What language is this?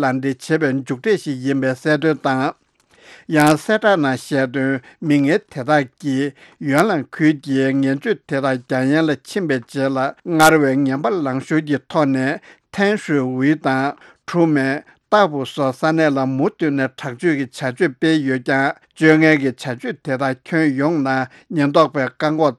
Tibetan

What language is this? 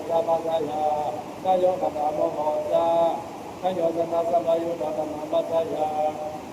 Pali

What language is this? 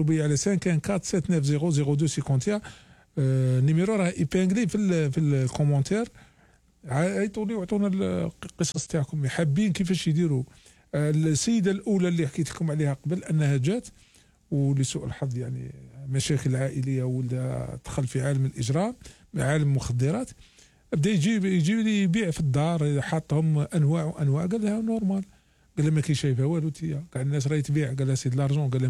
Algerian Arabic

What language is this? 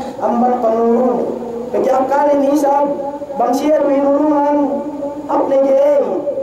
Yakan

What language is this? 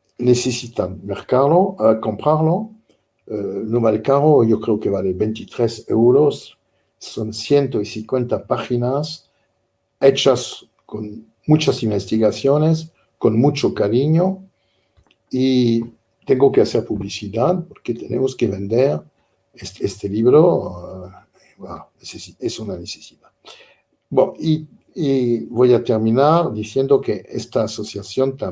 Ladino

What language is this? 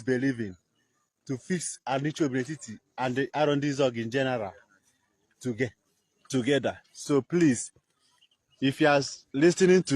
Igbo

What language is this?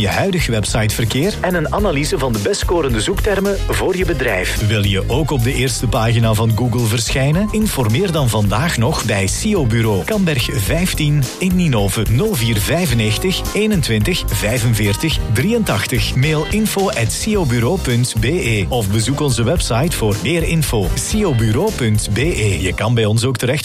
Dutch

